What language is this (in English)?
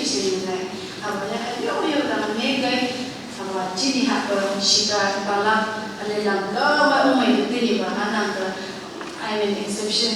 Phom Naga